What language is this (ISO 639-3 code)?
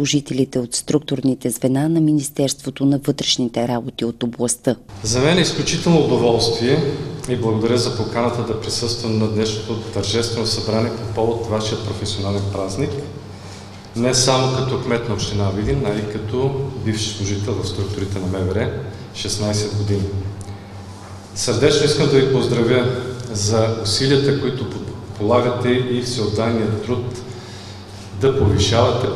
bul